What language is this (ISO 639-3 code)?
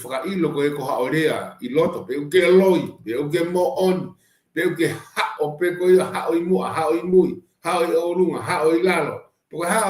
ton